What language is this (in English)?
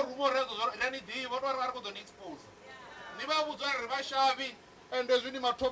Venda